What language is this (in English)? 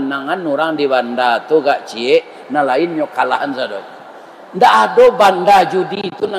Minangkabau